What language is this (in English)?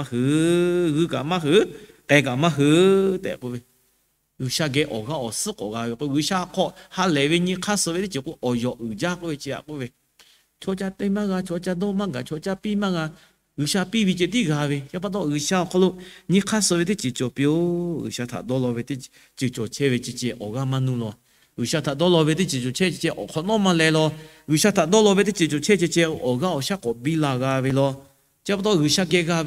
Lahu